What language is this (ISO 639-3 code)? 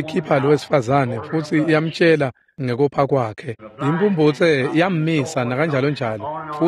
ssw